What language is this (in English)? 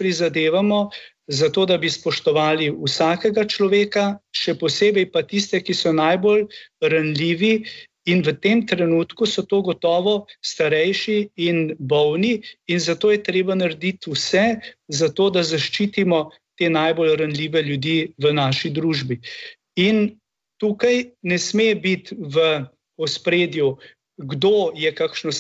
Slovenian